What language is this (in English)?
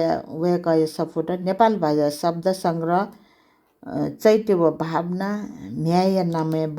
Newari